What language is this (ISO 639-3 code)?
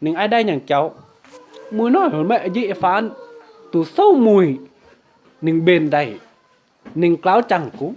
mji